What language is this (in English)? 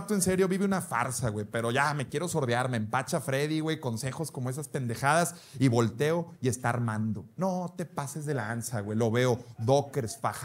Spanish